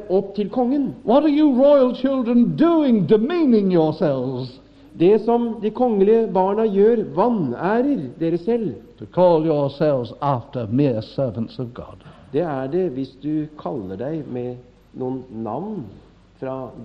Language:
Norwegian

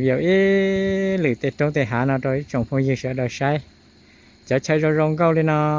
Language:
Hmong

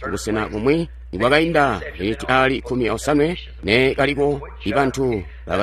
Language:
Tonga (Zambia)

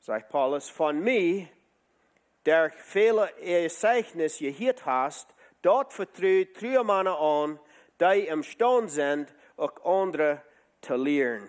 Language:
Plautdietsch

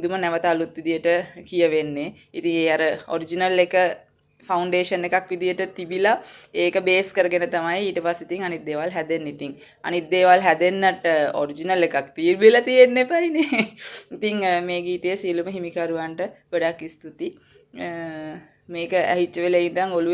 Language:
Sinhala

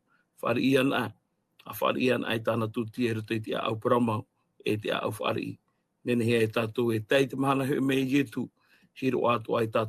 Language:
Tahitian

